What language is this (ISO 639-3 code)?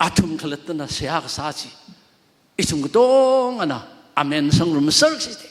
nmf